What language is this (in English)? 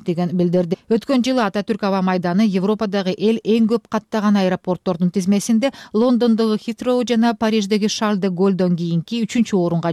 Kyrgyz